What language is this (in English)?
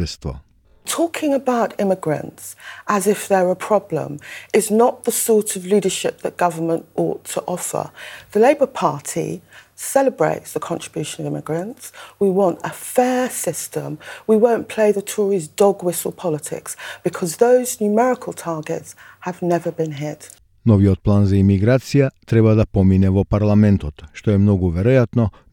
Macedonian